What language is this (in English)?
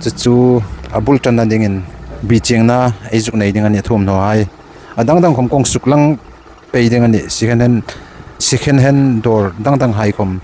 Hmar